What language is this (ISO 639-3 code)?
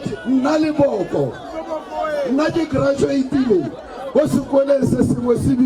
tsn